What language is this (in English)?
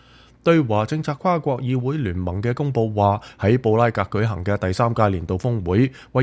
Cantonese